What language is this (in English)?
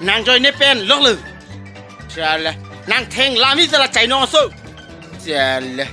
Karbi